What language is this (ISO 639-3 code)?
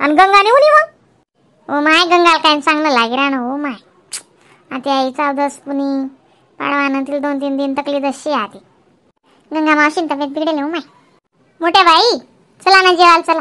khn